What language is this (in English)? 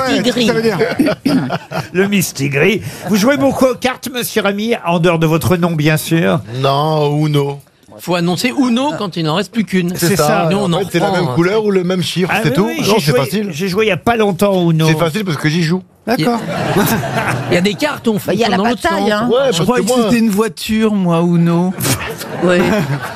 French